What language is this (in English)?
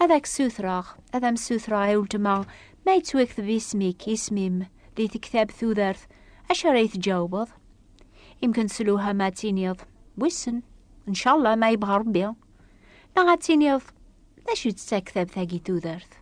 Kabyle